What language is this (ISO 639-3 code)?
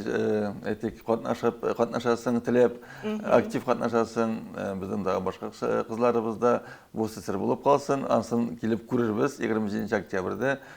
tat